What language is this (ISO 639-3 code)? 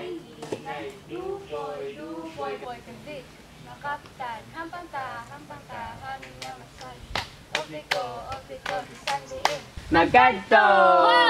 hil